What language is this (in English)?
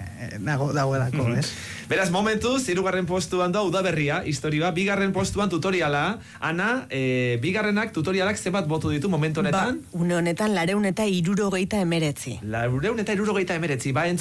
Basque